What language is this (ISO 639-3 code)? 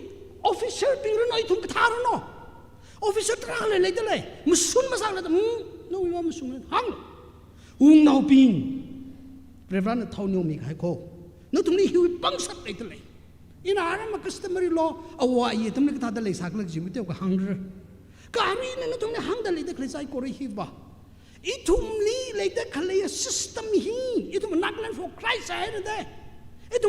nmf